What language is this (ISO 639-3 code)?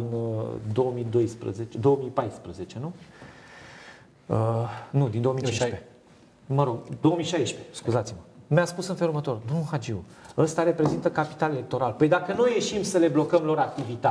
ron